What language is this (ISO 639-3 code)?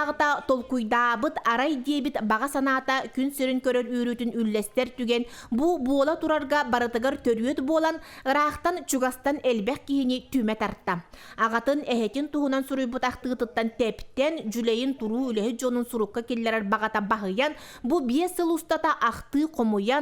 sah